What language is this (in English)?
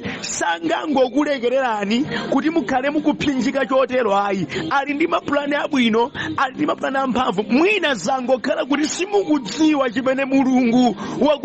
Nyanja